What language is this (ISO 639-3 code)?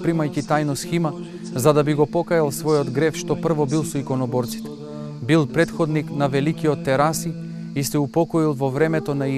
mkd